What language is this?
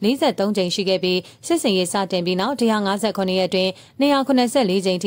Burmese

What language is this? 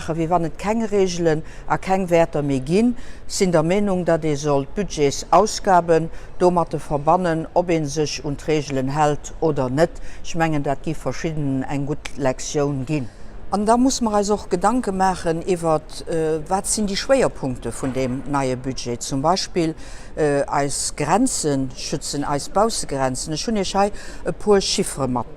Luxembourgish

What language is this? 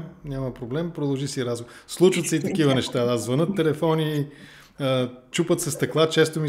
Bulgarian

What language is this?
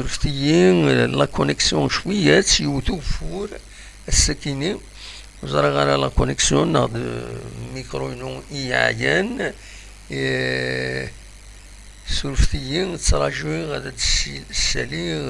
Kabyle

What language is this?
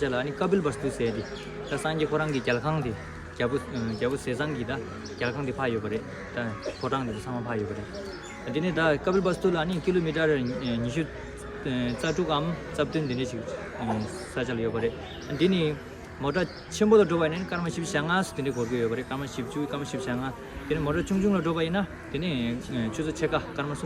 Tibetan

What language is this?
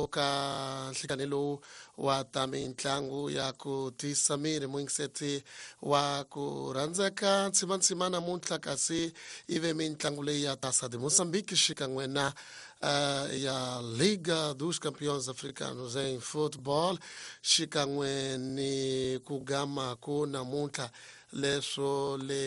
Tsonga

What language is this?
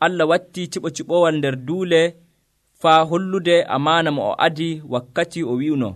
Nigerian Fulfulde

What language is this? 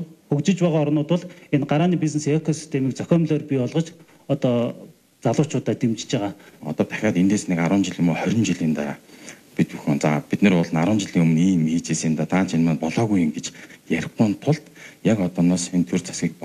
Mongolian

